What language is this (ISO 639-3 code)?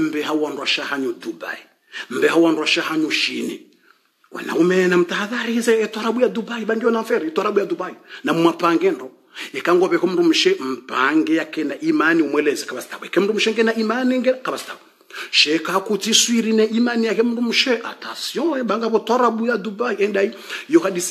swa